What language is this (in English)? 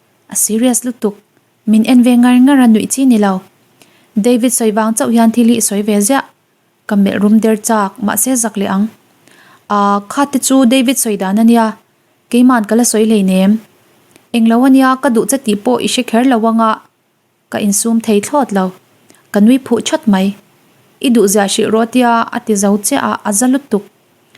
Mizo